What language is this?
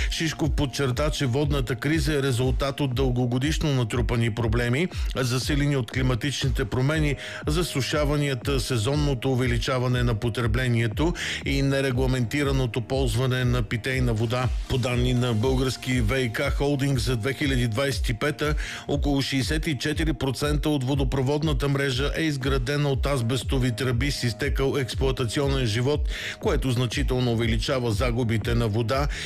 Bulgarian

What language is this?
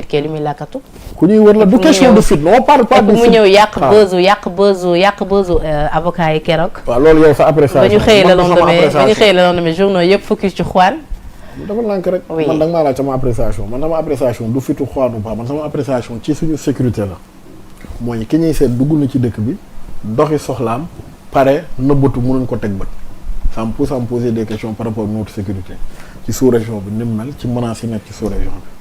Wolof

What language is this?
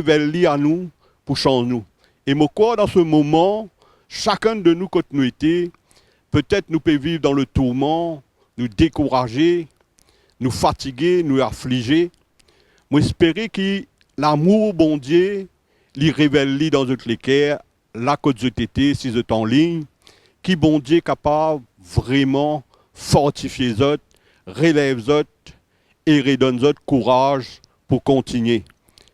Morisyen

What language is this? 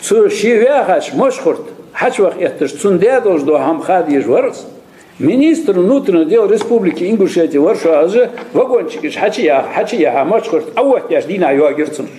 Ingush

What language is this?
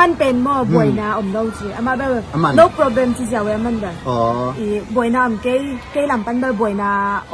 Tedim Chin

